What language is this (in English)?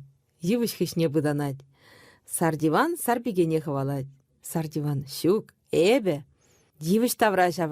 Chuvash